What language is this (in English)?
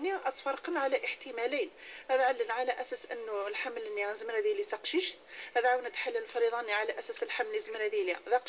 Moroccan Arabic